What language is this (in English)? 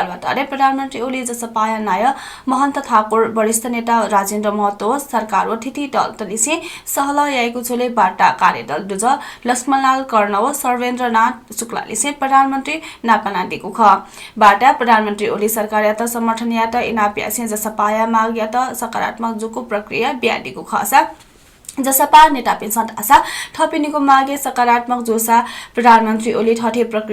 Newari